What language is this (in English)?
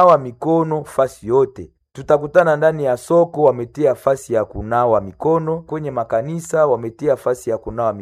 Swahili